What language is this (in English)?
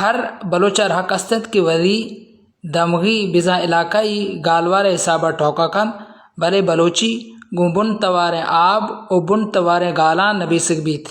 Baluchi